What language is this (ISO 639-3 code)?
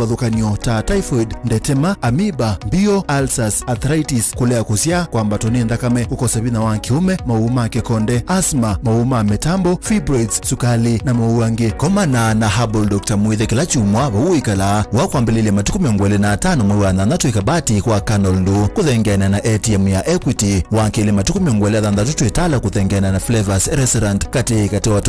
kam